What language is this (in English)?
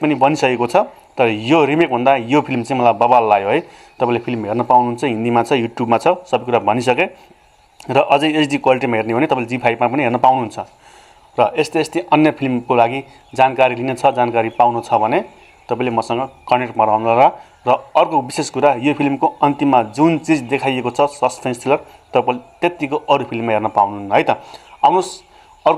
Nepali